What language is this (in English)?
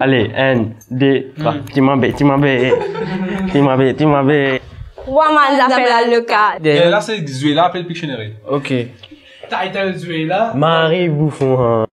Morisyen